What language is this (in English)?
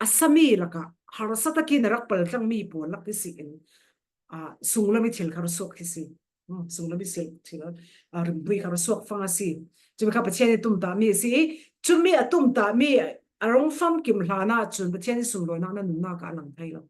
Falam Chin